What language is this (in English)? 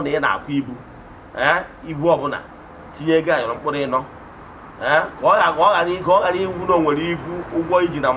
Igbo